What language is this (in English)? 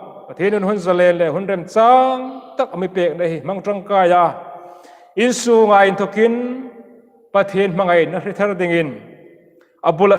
Hmar